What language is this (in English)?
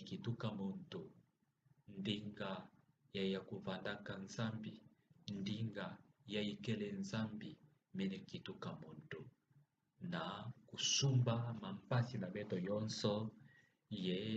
Kituba (Democratic Republic of Congo)